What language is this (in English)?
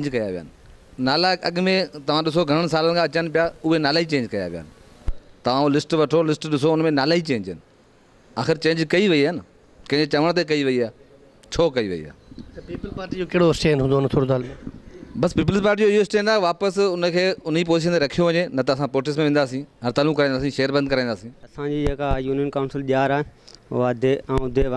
Sindhi